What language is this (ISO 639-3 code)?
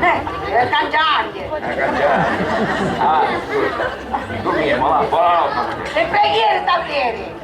scn